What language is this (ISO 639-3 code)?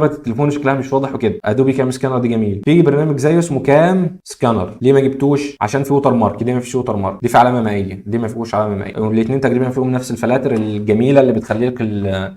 arz